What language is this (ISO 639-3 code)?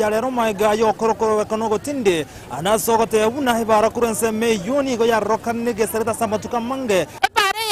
guz